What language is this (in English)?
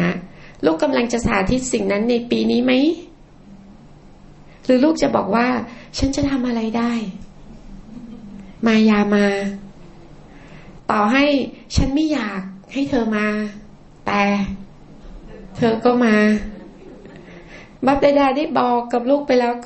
Thai